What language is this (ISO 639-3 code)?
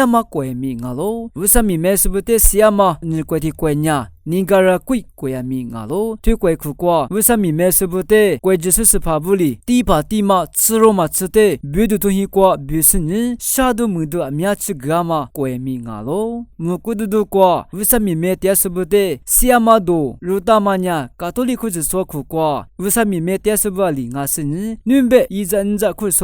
lis